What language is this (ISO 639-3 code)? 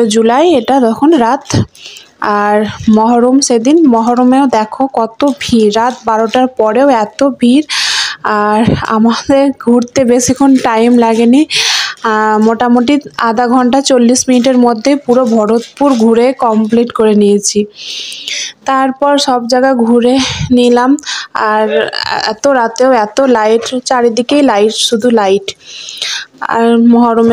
ben